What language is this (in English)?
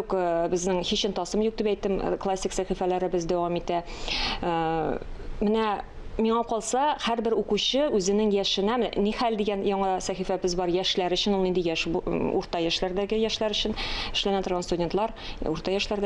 Tatar